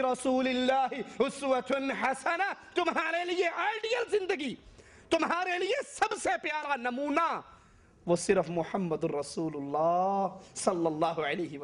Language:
Urdu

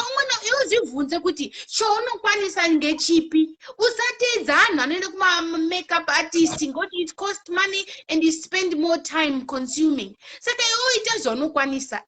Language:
Shona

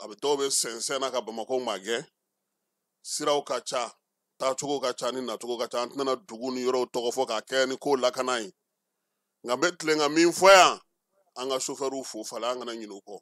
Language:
Bambara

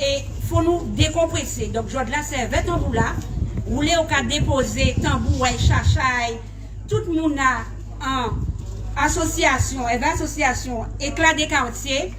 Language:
Guadeloupean Creole French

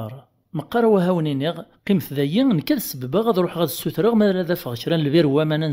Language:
Kabyle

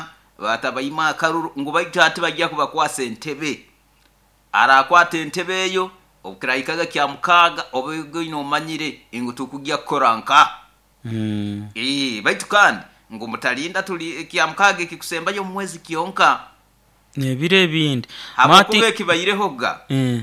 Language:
Nyoro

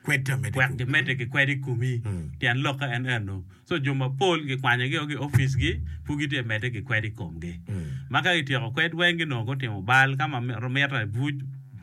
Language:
Acoli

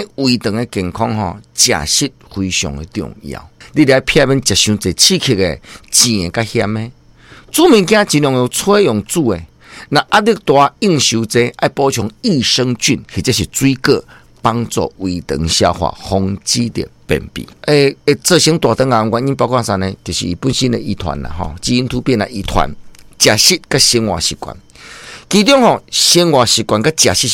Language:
Min Nan Chinese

